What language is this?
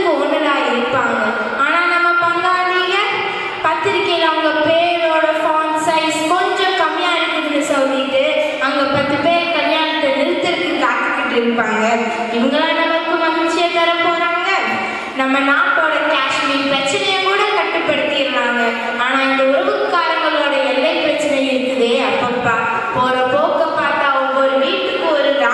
Tamil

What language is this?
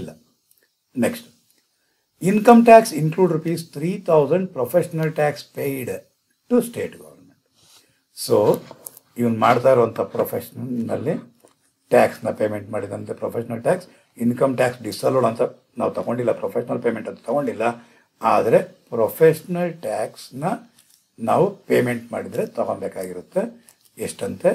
Kannada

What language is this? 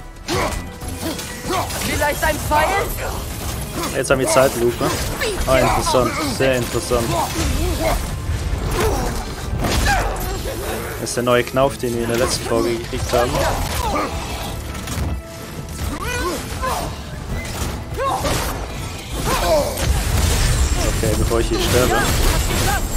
German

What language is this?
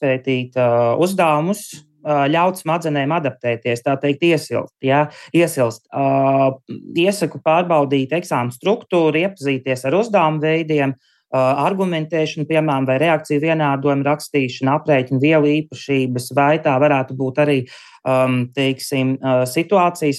Latvian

